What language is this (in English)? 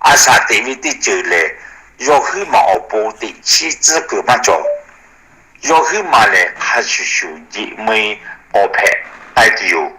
Lahu